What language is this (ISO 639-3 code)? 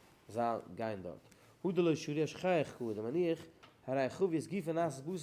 yid